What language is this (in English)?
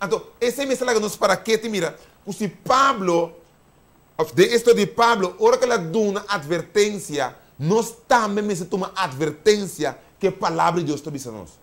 Papiamento